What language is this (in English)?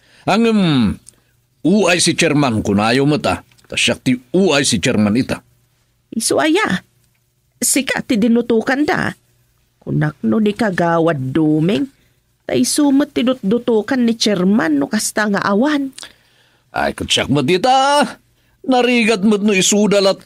Iloko